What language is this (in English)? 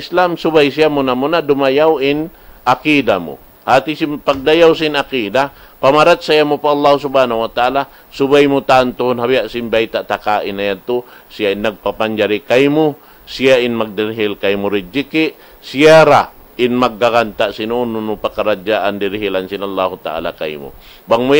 Tausug